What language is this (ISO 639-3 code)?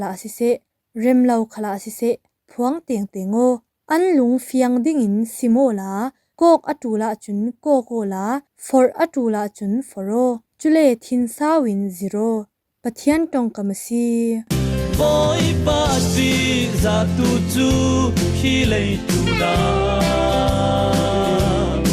cfm